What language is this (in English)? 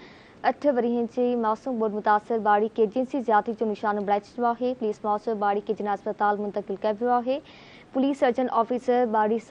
Sindhi